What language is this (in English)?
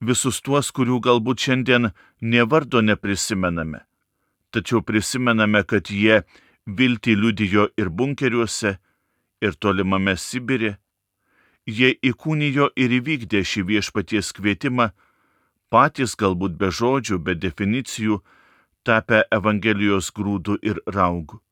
Lithuanian